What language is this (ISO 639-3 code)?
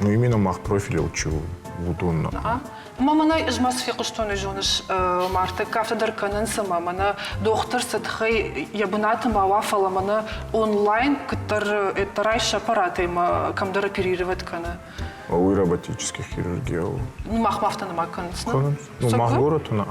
oss